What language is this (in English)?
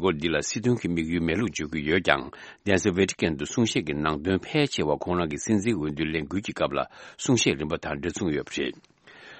Tibetan